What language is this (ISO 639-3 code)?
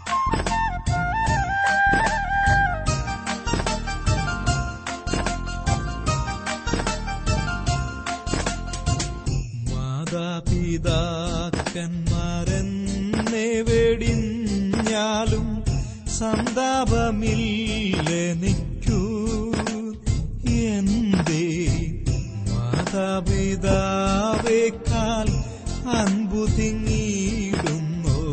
mal